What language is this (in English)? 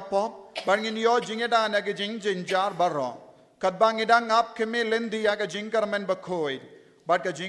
Khasi